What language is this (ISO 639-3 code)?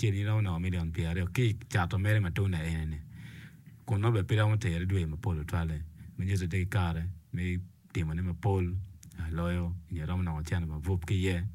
ach